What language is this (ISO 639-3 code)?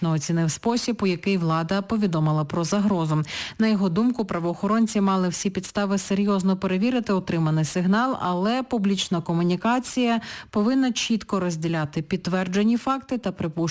ukr